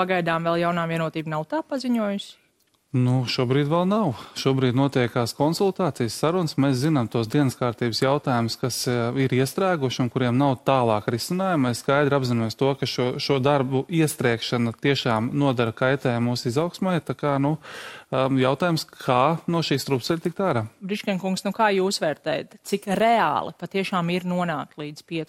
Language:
Latvian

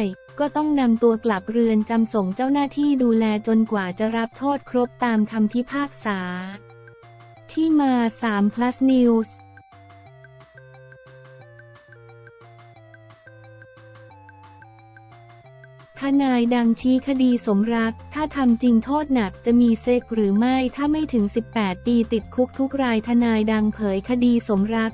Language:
Thai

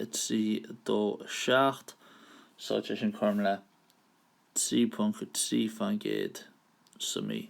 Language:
Irish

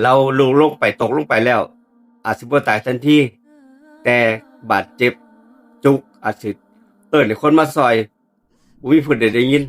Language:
Northeastern Thai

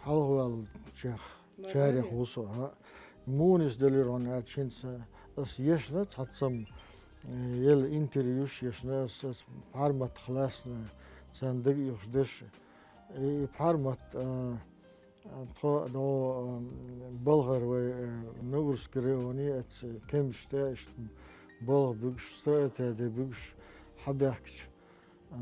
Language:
Chechen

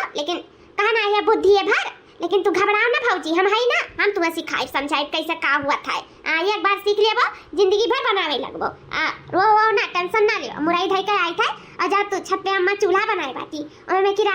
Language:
Awadhi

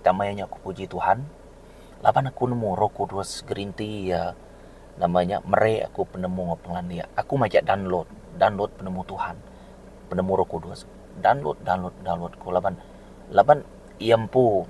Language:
Iban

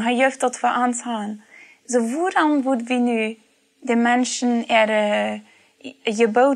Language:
Plautdietsch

